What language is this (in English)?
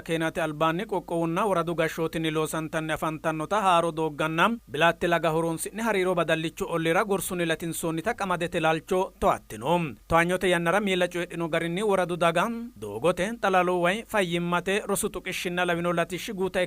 Sidamo